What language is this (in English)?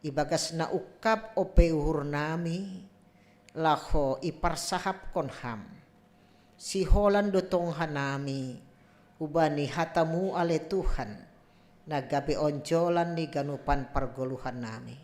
Batak Simalungun